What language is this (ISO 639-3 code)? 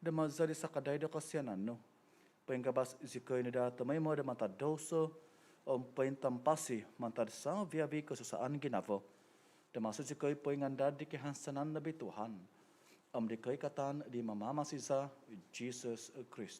dtp